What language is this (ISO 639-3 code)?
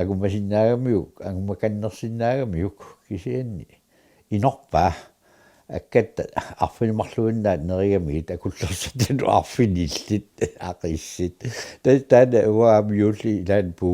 kal